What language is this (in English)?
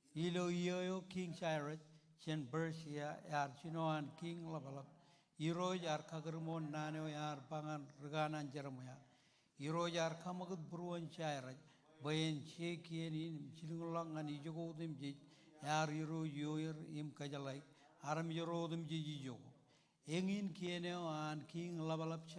Marshallese